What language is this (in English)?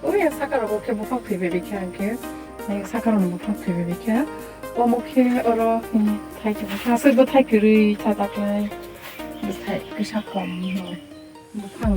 Kok Borok